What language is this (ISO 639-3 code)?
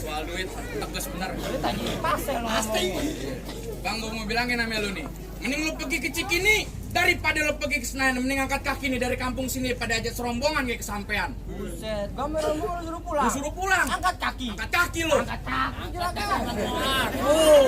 bew